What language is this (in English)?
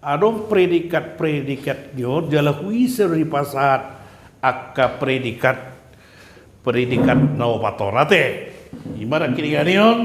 Batak Toba